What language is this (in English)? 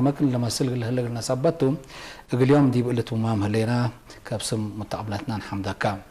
Tigre